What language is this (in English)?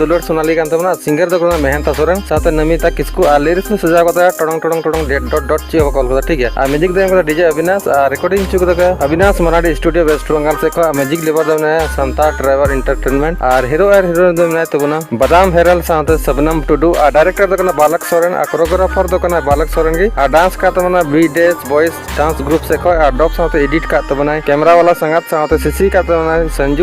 Santali